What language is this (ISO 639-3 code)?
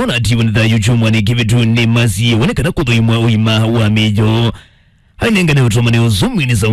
kam